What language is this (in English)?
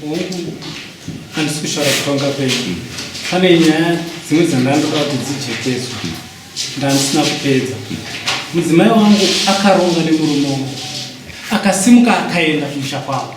Shona